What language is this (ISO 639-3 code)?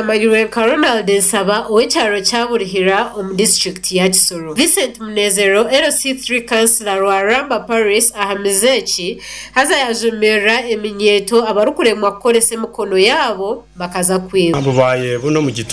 nyn